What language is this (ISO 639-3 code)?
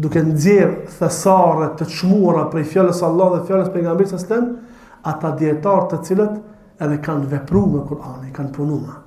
sqi